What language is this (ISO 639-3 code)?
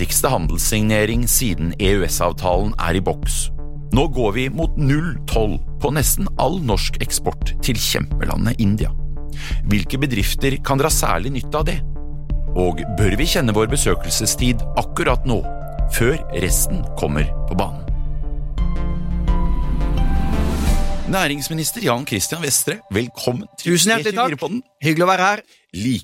nor